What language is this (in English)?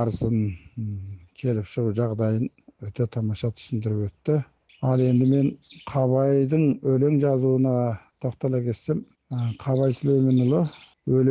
Kazakh